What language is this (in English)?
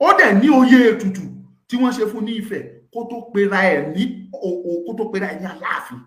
Yoruba